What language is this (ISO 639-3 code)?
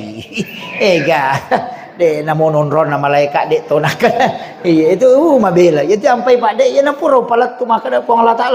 bug